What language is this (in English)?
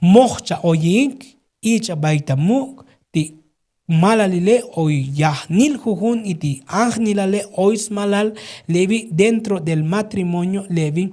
Tzotzil